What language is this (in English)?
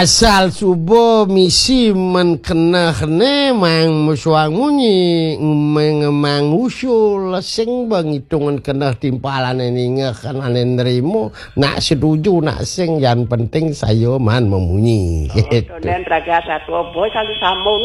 Balinese